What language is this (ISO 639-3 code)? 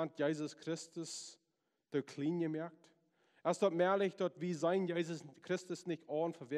pdt